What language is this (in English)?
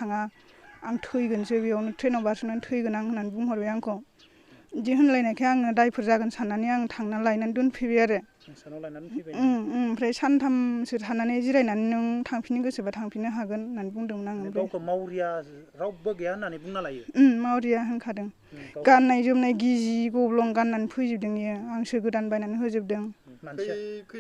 Bodo